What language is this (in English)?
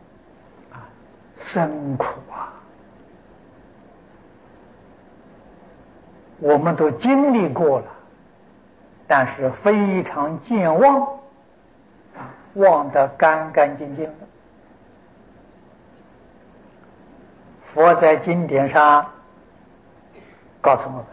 Chinese